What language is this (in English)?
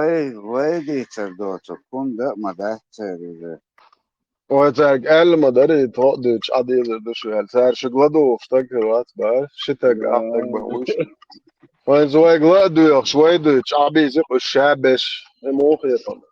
Chechen